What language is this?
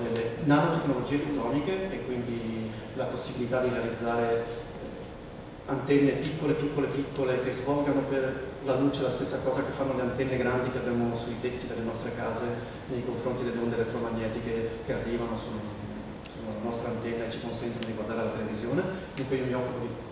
Italian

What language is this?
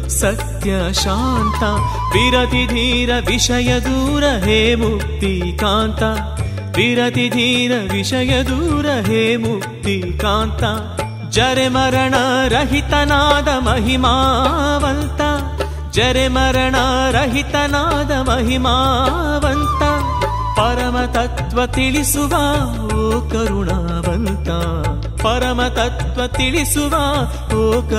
Kannada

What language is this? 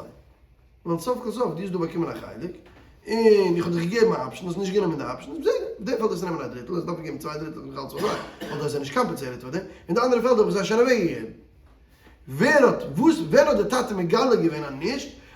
Yiddish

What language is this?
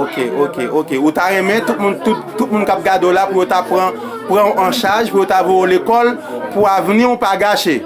Haitian Creole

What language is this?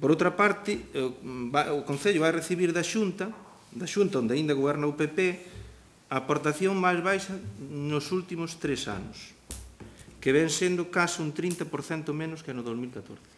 Galician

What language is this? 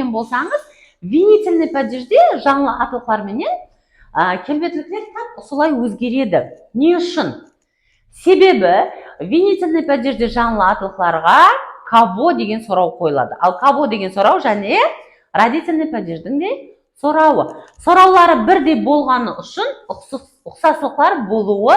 Kara-Kalpak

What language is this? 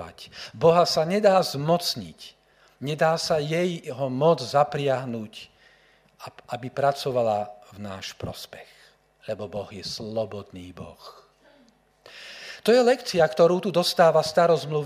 Slovak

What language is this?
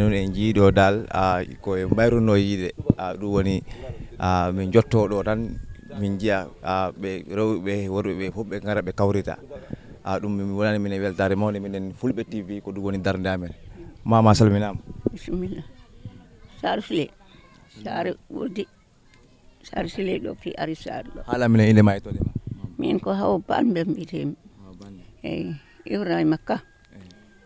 Fula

